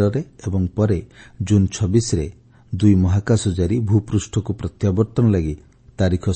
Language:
Odia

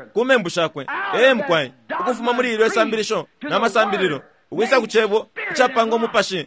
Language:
Bemba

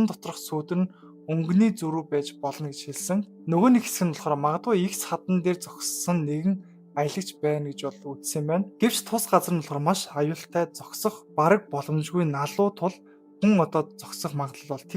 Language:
Mongolian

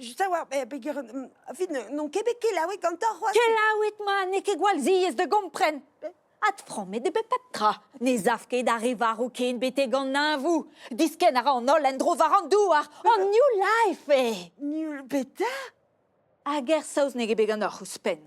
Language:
Breton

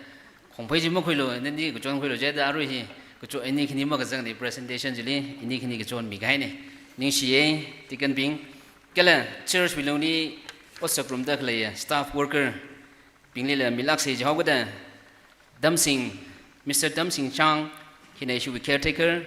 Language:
Tangkhul Naga (India)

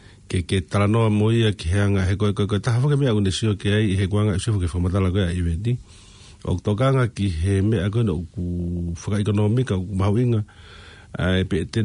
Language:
Tongan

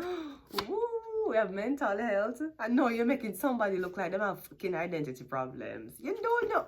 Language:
Jamaican Creole English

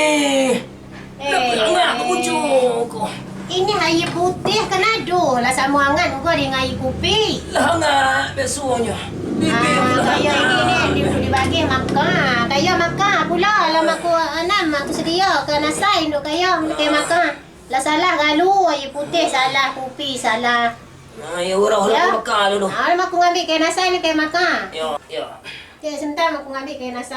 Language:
Minangkabau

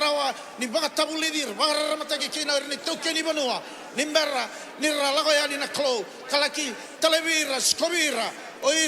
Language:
Fijian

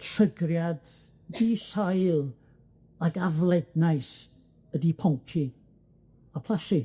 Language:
Welsh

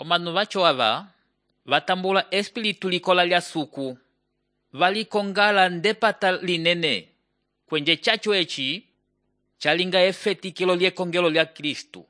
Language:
Umbundu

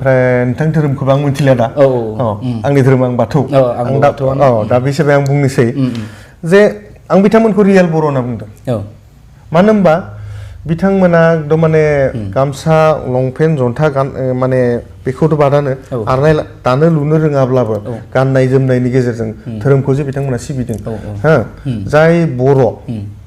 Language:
Bodo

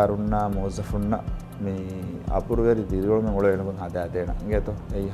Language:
Divehi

